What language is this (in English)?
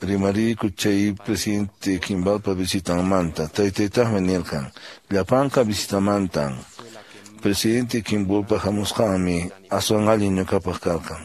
Quechua